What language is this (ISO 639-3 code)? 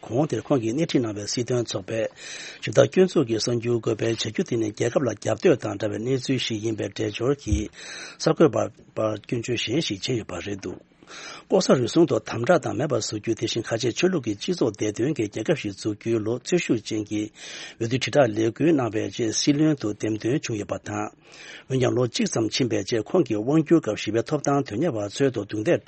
bod